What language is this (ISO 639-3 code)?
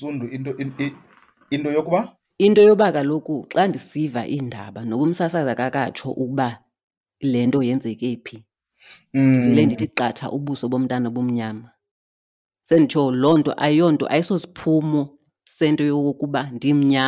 xho